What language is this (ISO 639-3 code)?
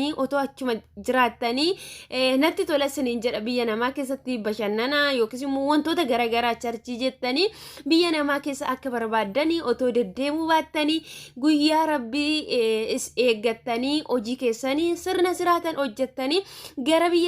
orm